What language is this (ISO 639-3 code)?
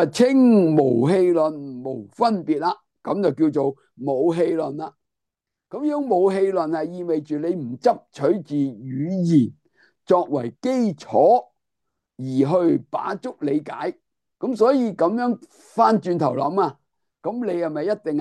yue